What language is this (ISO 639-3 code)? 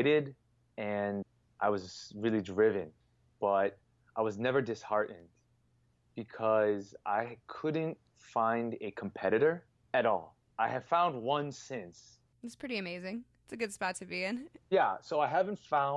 eng